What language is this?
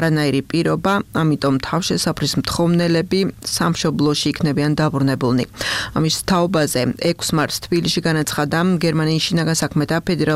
Georgian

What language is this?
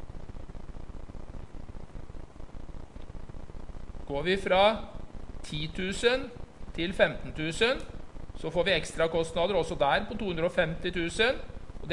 Norwegian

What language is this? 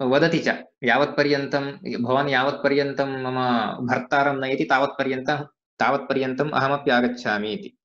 Sanskrit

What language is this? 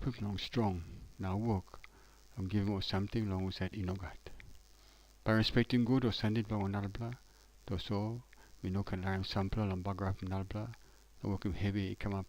Tok Pisin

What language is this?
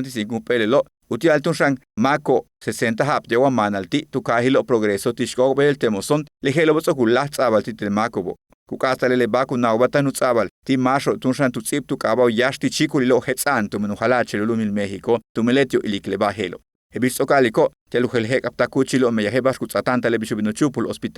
Yucateco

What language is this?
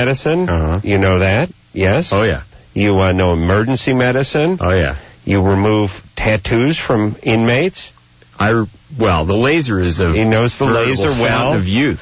English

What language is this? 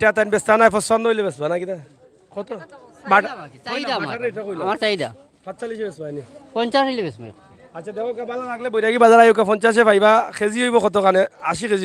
Sylheti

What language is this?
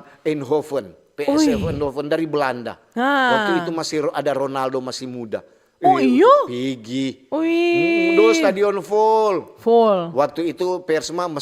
Manado Malay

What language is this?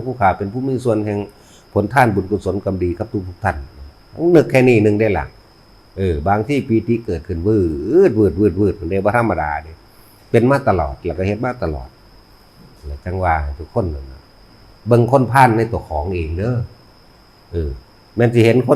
Northeastern Thai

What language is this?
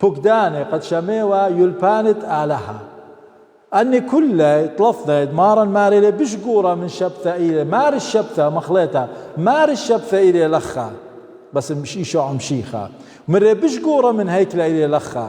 Assyrian Neo-Aramaic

